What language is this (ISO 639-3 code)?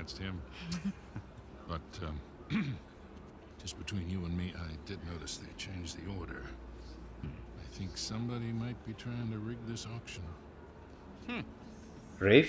eng